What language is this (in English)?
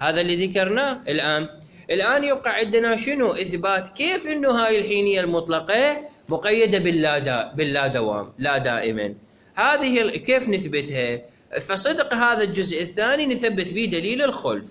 Mesopotamian Arabic